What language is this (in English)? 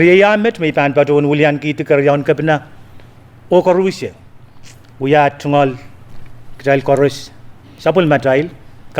Pohnpeian